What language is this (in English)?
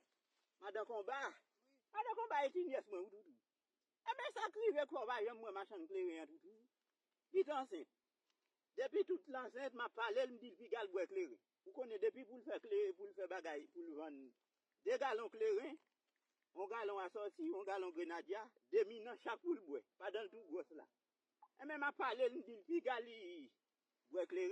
Haitian Creole